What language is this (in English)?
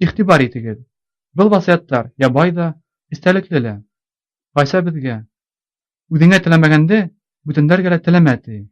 Bashkir